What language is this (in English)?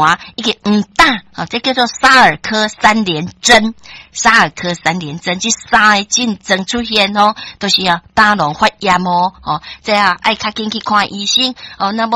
Min Nan Chinese